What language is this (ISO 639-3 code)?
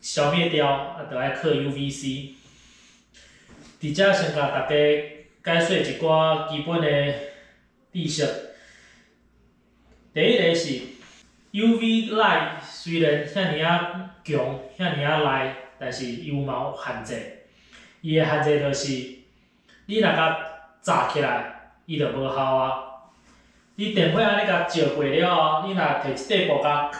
nan